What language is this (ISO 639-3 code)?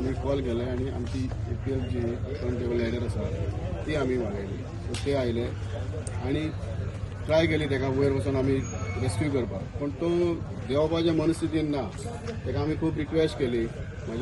kok